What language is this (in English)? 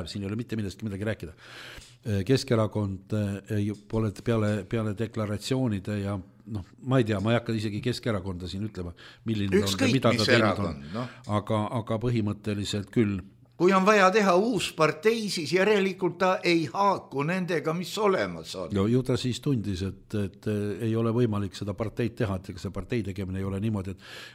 Estonian